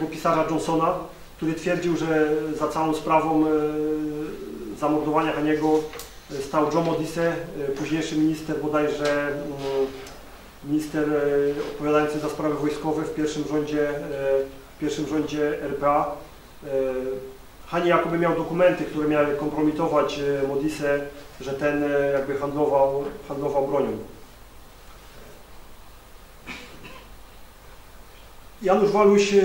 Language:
Polish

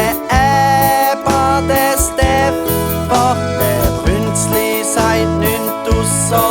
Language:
Swiss German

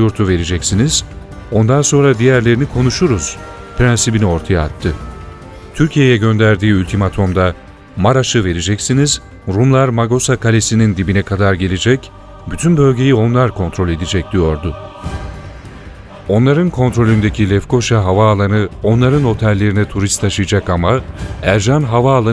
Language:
Turkish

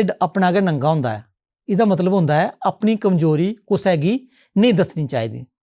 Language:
Dogri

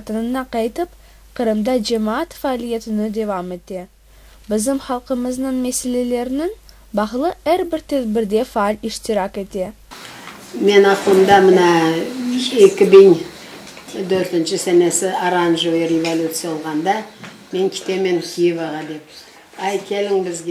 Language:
Crimean Tatar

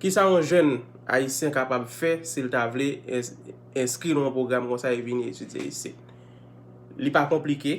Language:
Haitian Creole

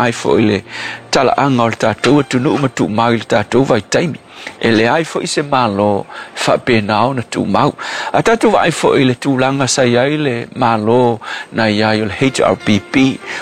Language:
Samoan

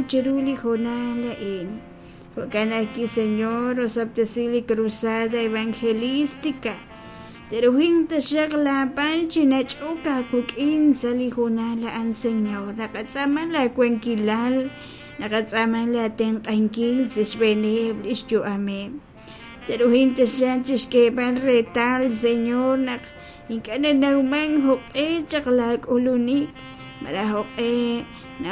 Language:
Kekchí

